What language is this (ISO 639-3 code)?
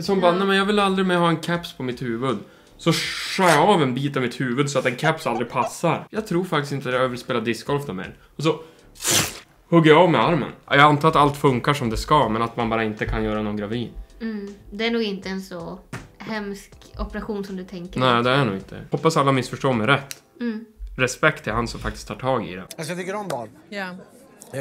swe